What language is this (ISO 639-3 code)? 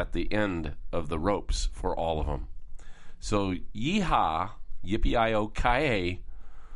eng